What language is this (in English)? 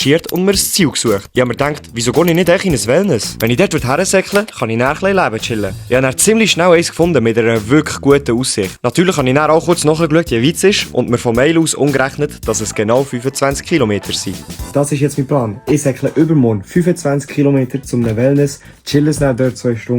Swiss German